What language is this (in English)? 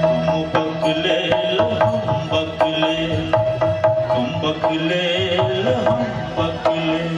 Maithili